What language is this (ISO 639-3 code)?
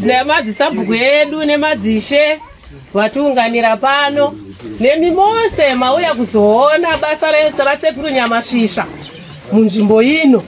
sna